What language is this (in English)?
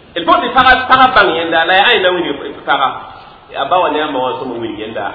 Mossi